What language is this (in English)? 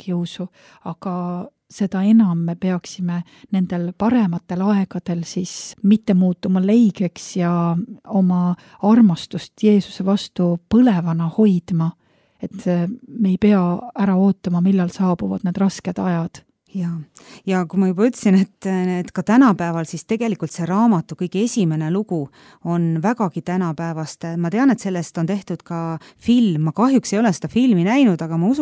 Estonian